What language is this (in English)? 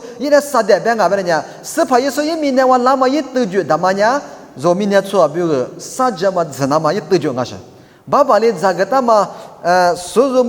Lisu